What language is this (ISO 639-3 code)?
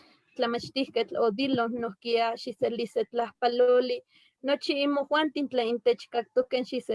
nhe